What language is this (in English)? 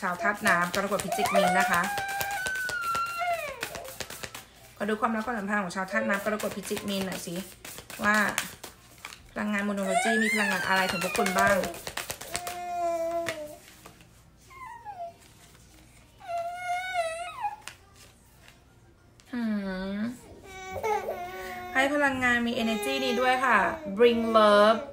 Thai